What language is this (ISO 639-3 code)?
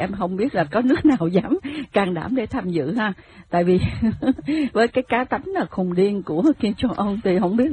vie